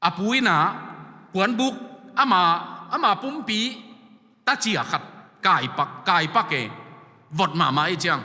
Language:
Tedim Chin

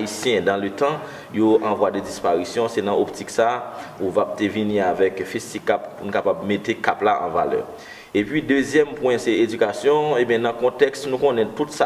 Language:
Haitian Creole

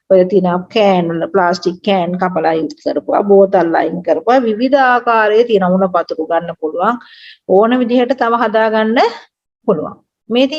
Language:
Sinhala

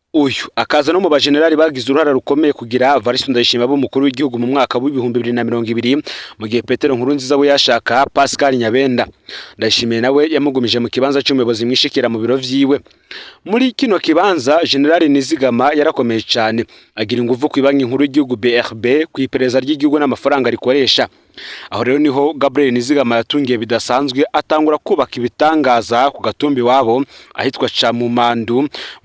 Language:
Rundi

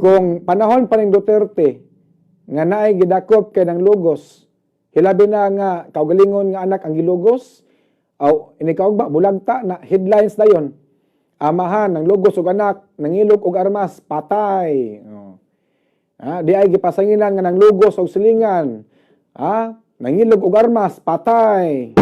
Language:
Cebuano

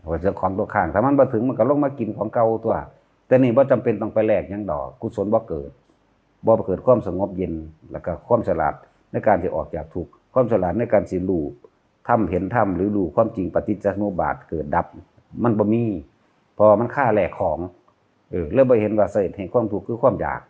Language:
Northeastern Thai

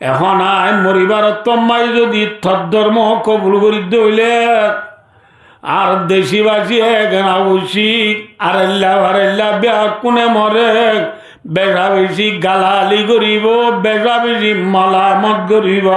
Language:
Rohingya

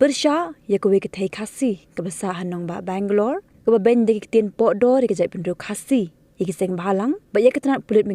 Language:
Khasi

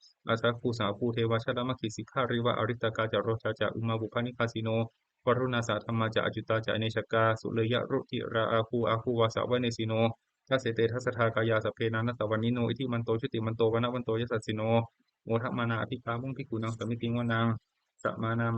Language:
Pali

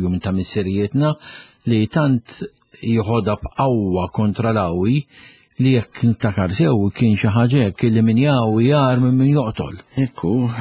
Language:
Maltese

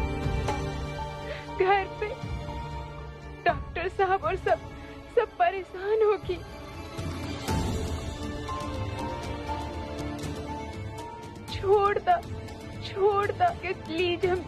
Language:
Bhojpuri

